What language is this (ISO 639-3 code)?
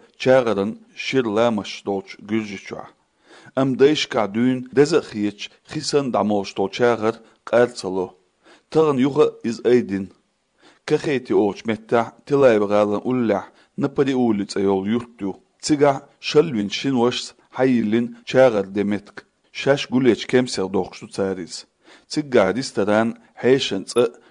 che